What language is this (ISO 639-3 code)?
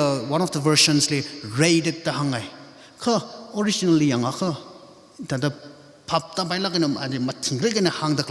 nmf